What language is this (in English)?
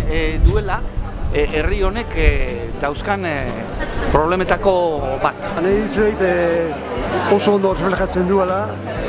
Basque